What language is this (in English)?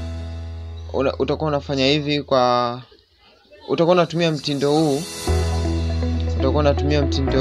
Swahili